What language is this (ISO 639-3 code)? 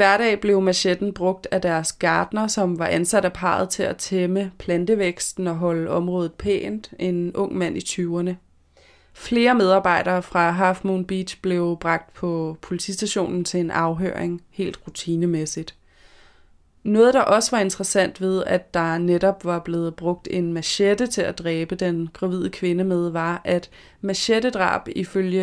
dan